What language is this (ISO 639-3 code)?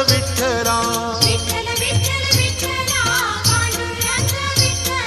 mar